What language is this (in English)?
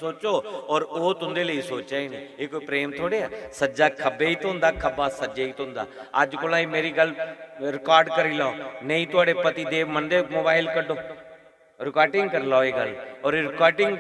Dogri